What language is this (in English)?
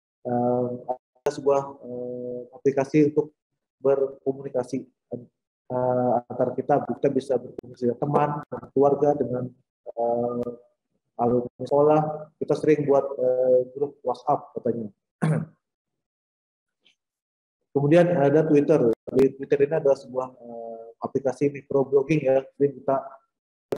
Indonesian